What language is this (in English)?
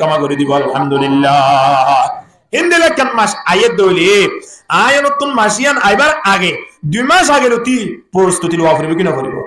Rohingya